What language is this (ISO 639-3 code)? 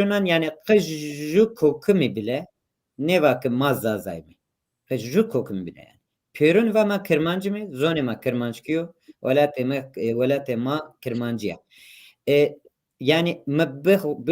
zza